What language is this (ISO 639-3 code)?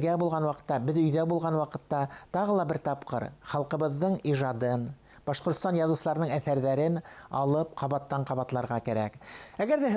bak